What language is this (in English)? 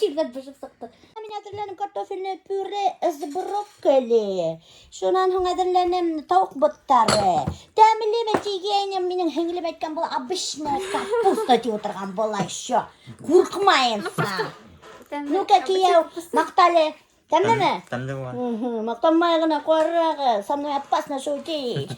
Bashkir